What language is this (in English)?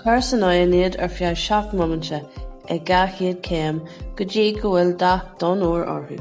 Irish